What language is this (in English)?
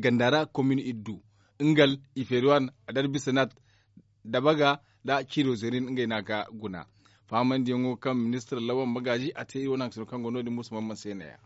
Zarma